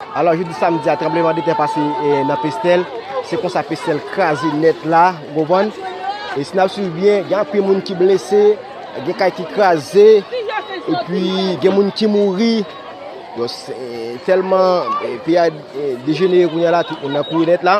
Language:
Haitian Creole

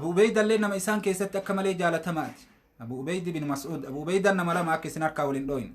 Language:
Oromo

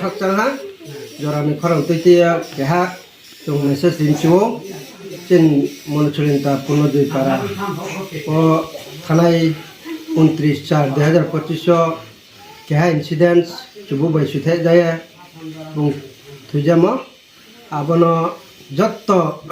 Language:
Riang (India)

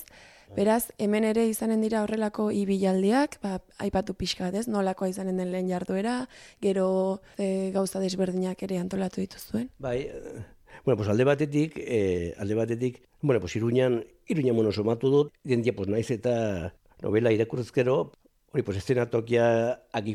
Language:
Basque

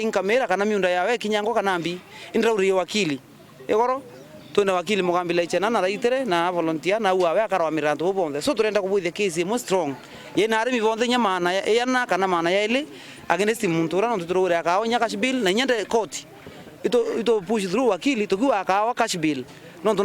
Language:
Meru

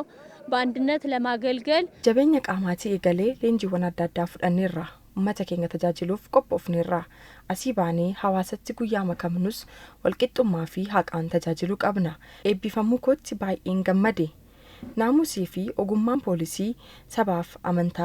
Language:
Oromo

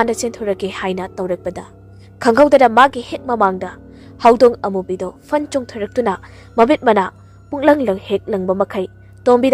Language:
Manipuri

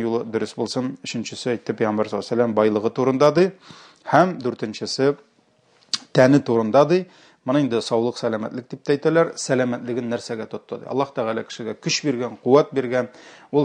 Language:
Tatar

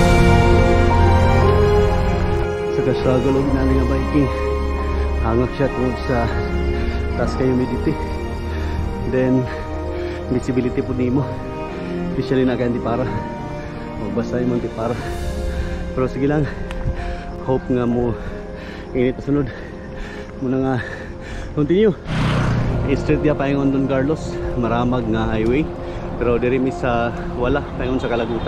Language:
Cebuano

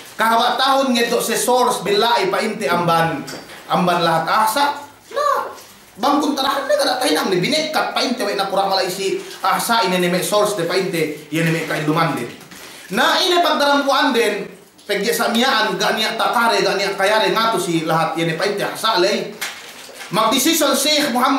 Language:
Yakan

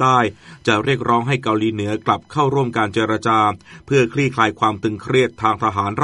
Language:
Thai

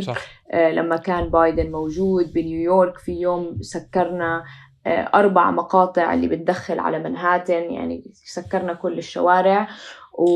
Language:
North Levantine Arabic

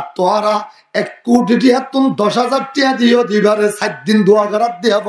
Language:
Rohingya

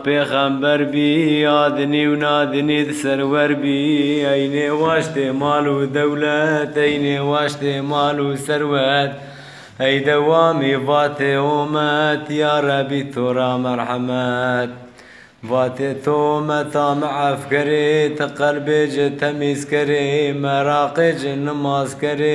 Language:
Zaza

